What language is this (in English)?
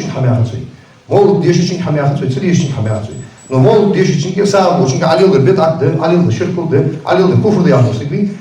Ingush